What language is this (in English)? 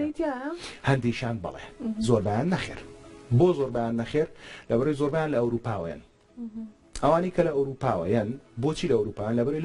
Central Kurdish